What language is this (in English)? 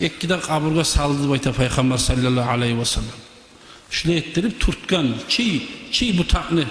Kumyk